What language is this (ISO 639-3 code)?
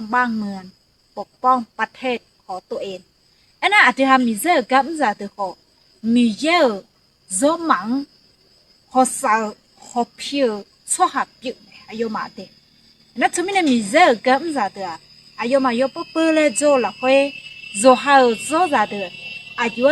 ahk